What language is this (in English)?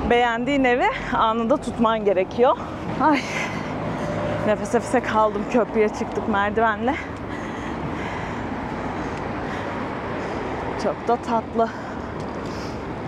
Turkish